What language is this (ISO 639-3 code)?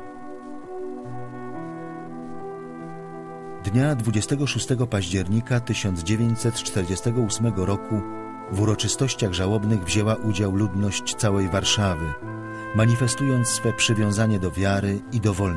pol